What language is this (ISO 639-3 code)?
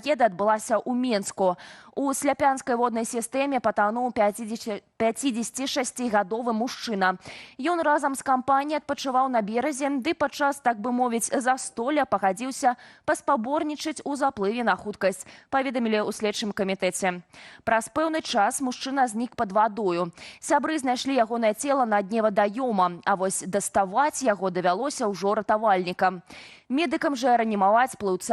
bel